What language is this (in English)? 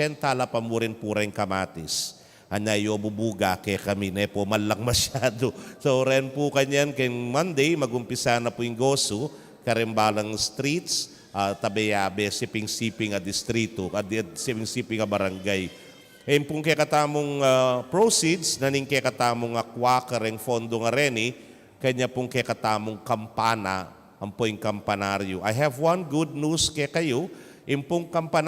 Pampanga